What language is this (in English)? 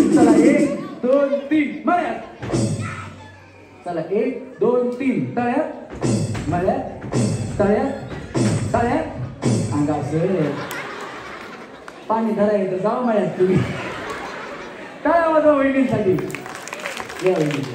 Marathi